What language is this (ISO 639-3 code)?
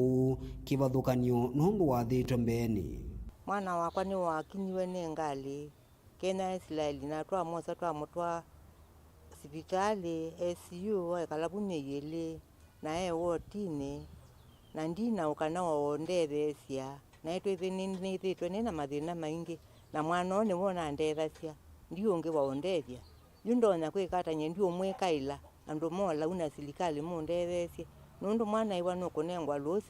kam